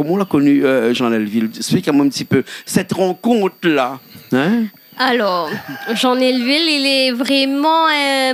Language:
Réunion Creole French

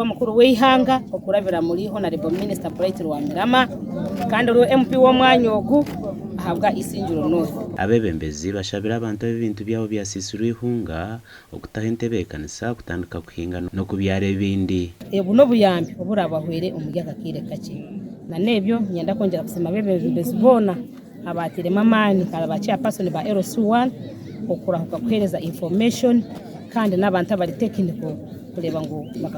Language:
Nyankole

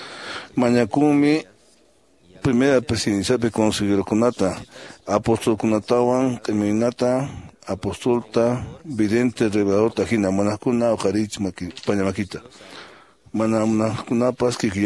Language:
Quechua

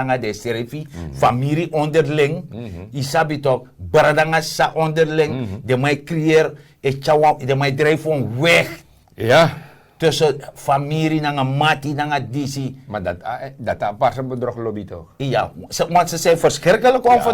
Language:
Sranan Tongo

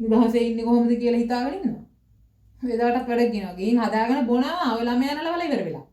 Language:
Sinhala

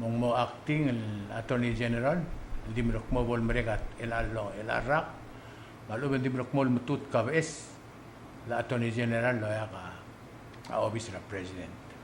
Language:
Palauan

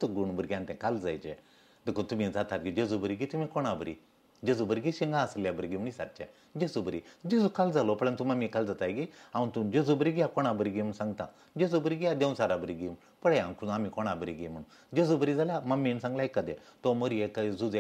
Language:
Konkani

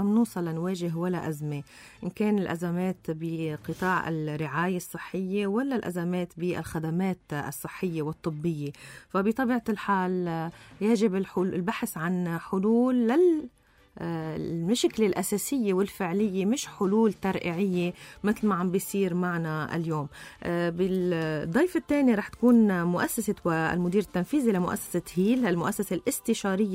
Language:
North Levantine Arabic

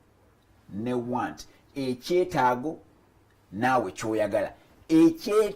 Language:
Ganda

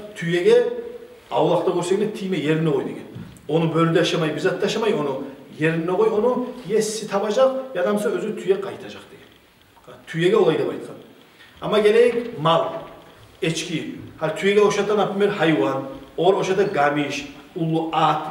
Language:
Kumyk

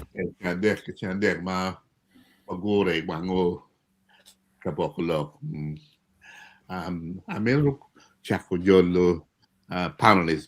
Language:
Acoli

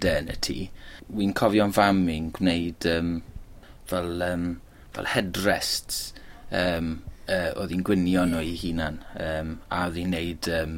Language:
Welsh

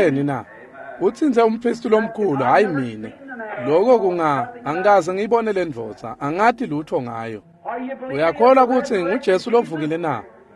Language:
Swati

